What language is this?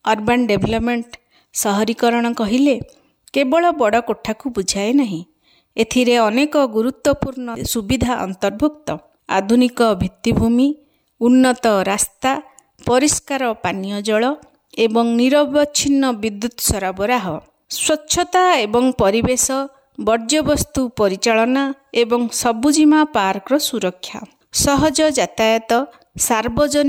Odia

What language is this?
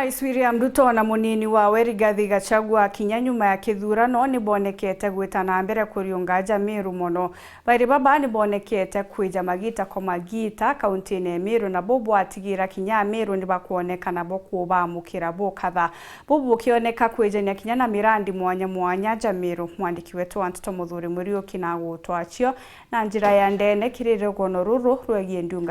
Meru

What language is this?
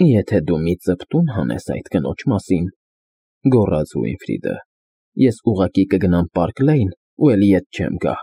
Armenian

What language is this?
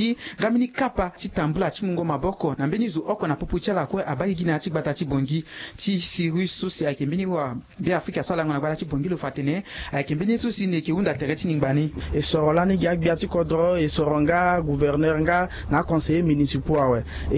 Sango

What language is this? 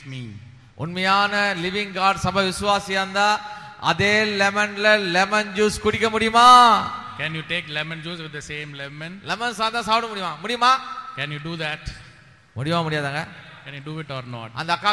Tamil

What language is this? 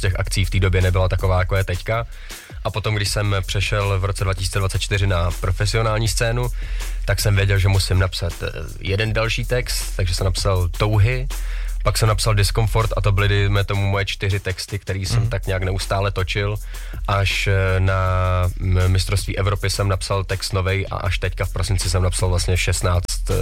Czech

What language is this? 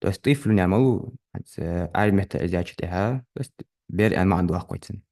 Ingush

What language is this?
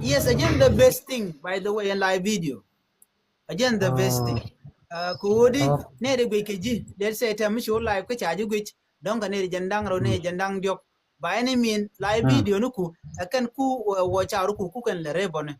Nuer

